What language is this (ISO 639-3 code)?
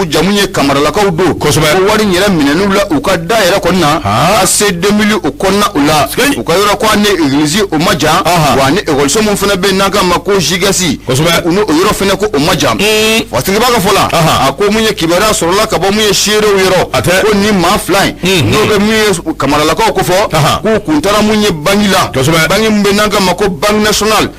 bam